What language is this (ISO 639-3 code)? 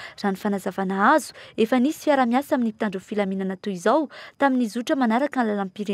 mlg